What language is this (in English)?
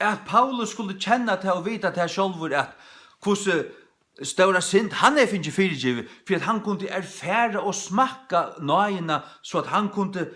Faroese